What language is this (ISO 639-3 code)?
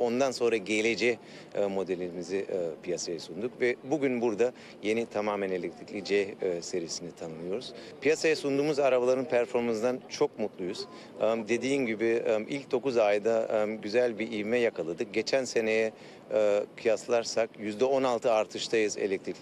tur